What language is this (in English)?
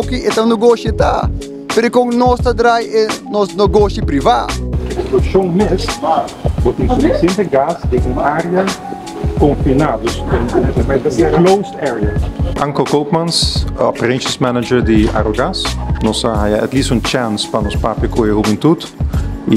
Papiamento